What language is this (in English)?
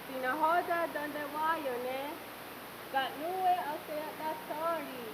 Mohawk